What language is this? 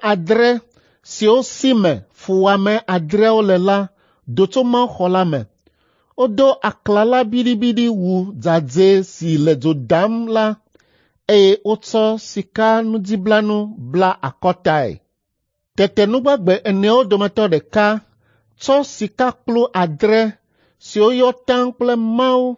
Ewe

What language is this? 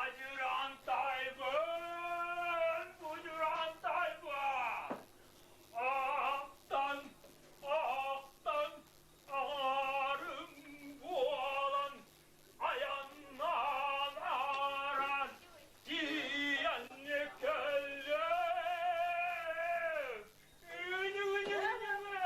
Yakut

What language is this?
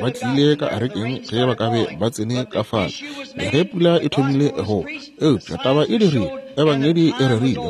Northern Sotho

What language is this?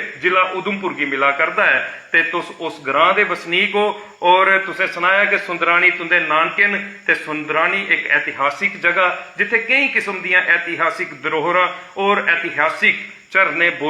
Dogri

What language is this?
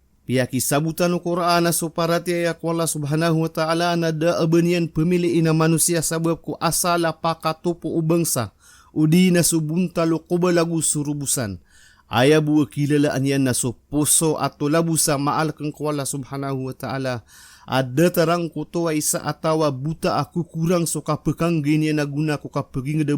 Maranao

